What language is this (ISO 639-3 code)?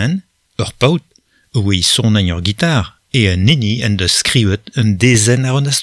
bre